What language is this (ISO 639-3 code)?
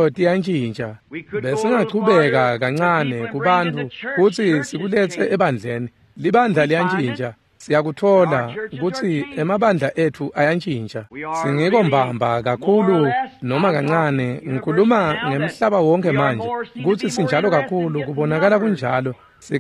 ssw